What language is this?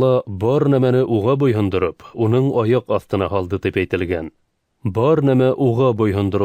Bashkir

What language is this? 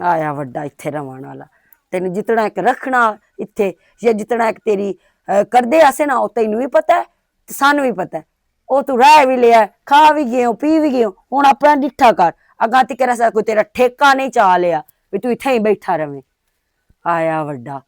Western Panjabi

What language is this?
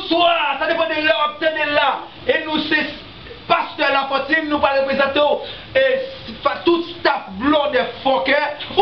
Haitian Creole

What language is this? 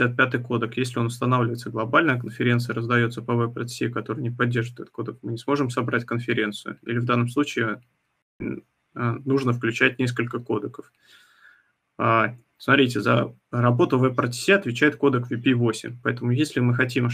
Russian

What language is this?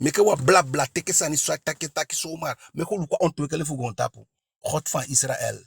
Eastern Maroon Creole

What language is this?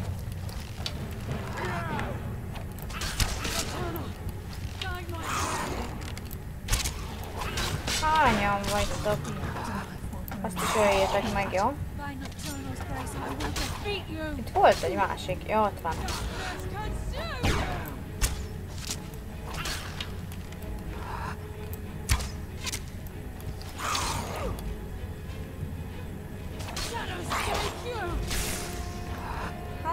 Hungarian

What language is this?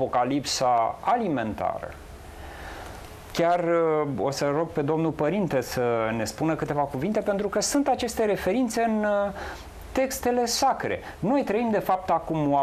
Romanian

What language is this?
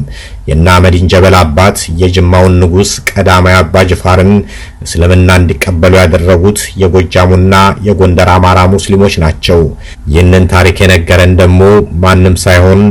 Amharic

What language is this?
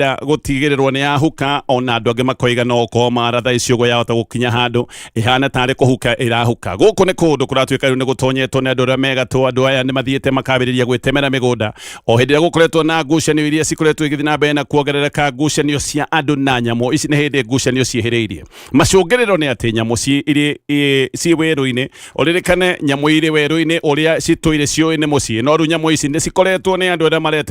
Kikuyu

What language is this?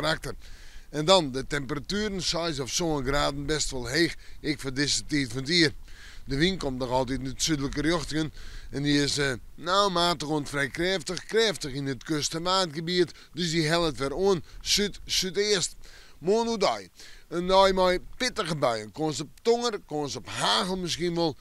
Western Frisian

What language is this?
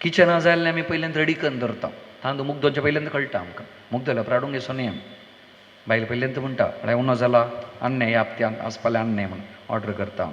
Konkani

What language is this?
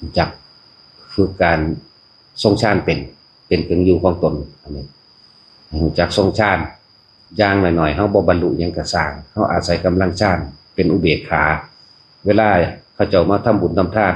Northeastern Thai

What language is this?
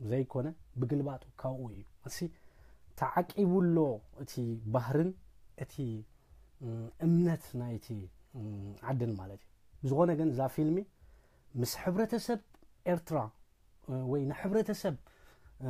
Tigrinya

